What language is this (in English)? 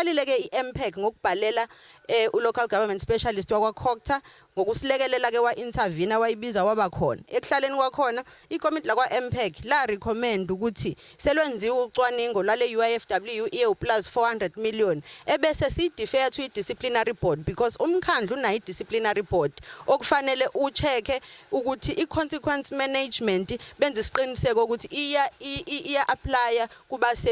Zulu